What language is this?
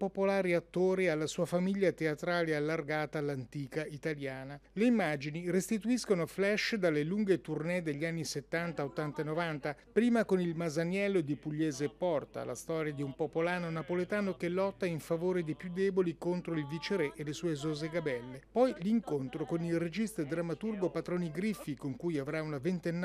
Italian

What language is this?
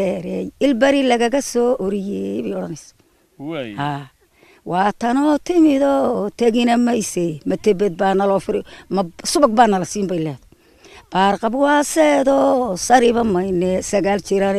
Somali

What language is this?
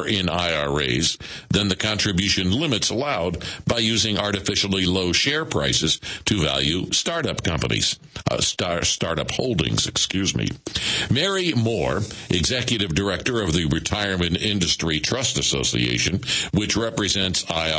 English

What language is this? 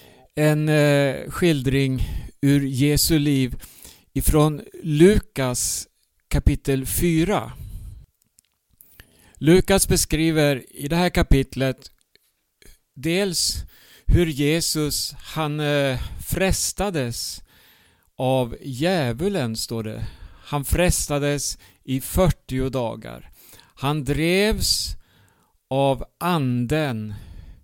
Swedish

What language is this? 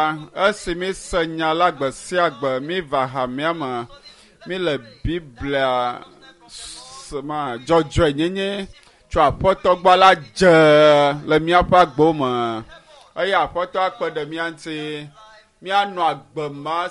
Ewe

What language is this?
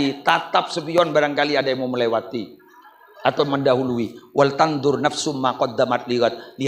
Madurese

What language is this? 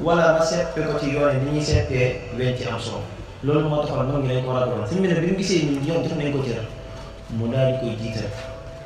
Wolof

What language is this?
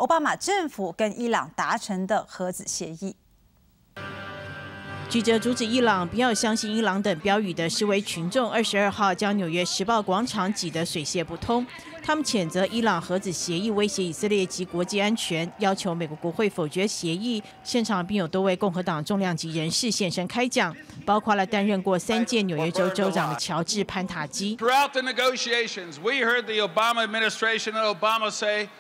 Chinese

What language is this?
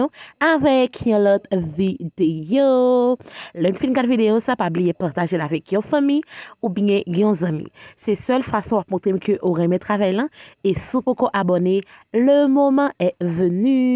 Haitian Creole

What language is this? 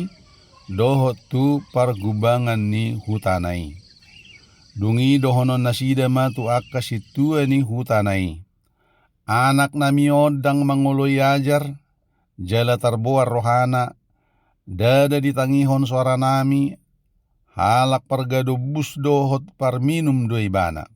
Batak Toba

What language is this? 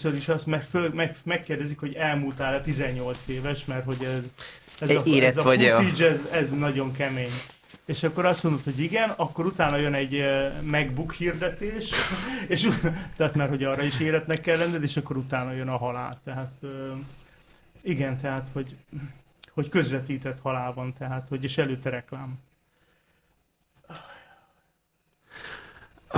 Hungarian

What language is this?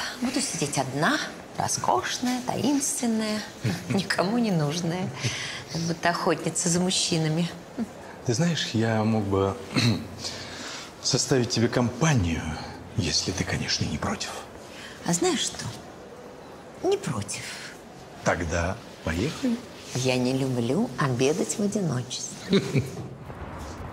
Russian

